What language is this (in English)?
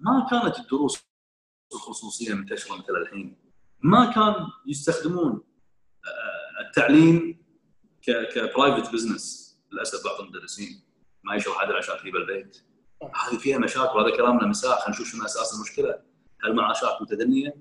Gulf Arabic